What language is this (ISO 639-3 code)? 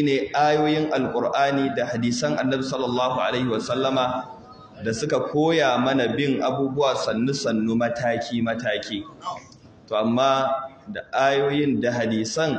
hau